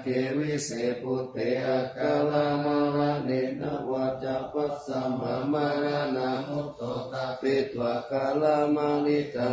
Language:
Pali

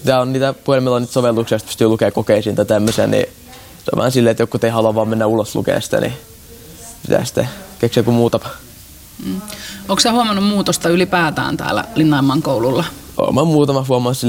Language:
Finnish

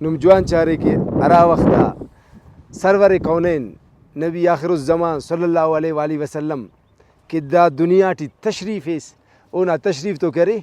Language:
Brahui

